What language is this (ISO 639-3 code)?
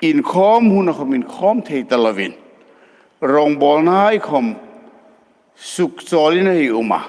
hmr